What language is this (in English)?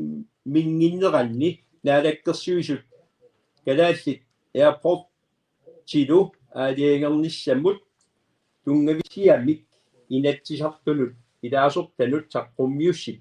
Kalaallisut